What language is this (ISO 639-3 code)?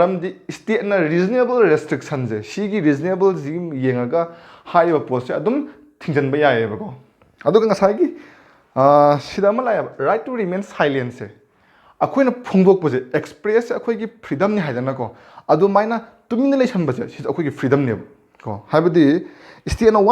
mni